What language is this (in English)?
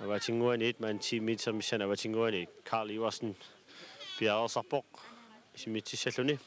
Kalaallisut